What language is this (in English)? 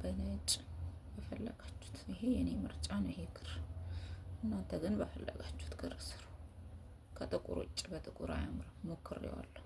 Amharic